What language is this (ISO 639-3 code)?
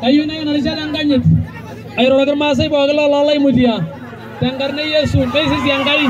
mas